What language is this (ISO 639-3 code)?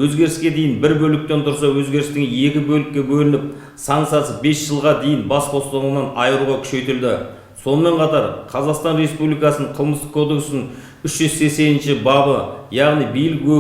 kaz